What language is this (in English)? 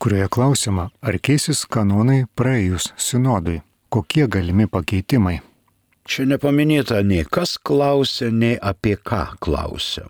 Lithuanian